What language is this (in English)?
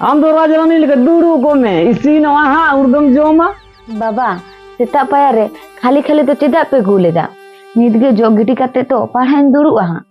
Santali